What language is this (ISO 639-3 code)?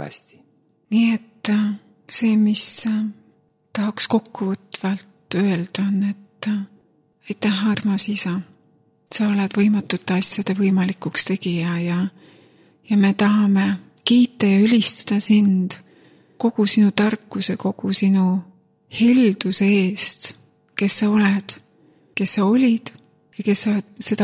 est